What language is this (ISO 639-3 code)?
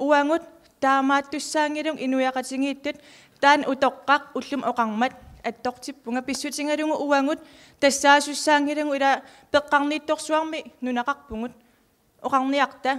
kal